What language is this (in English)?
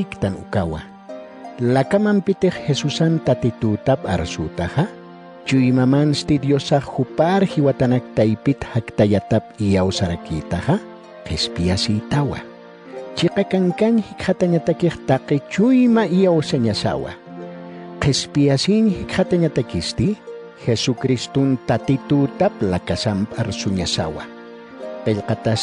Aymara